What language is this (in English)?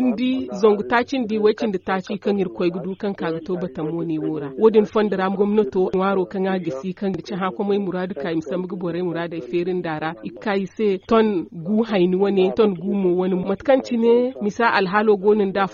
Zarma